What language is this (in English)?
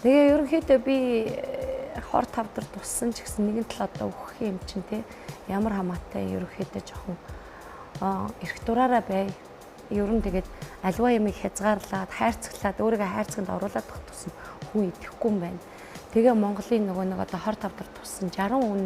Mongolian